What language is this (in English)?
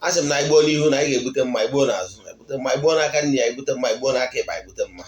Igbo